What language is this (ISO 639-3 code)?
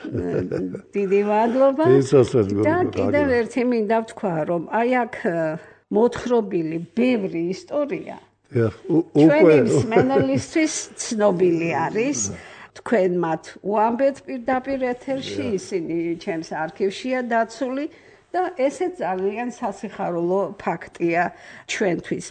kat